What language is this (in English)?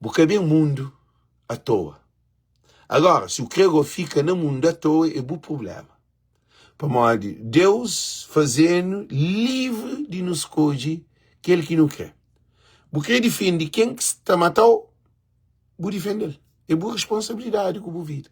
Kabuverdianu